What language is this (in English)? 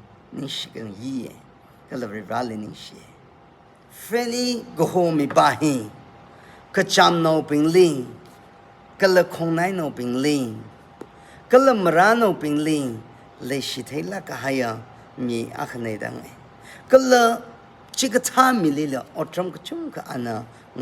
Tangkhul Naga (India)